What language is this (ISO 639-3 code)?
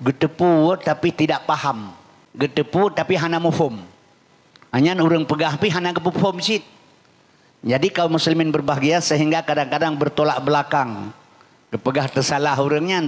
ace